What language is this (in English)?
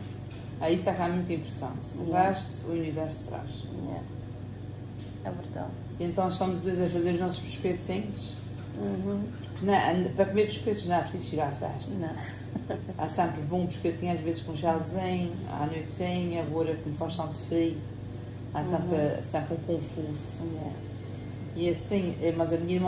Portuguese